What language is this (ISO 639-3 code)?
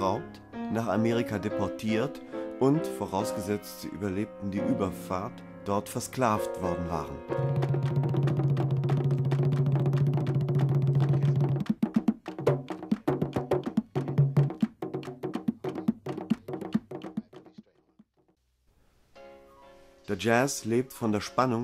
deu